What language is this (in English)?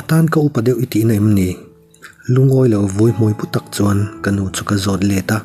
Mizo